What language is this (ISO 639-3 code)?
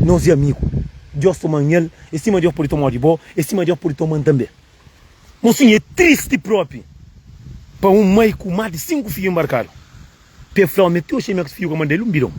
kea